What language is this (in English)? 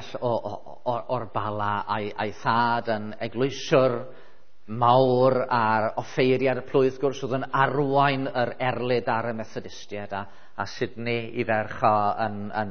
Welsh